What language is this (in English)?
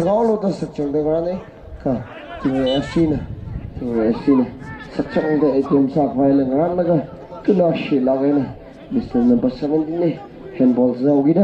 Tangkhul Naga (India)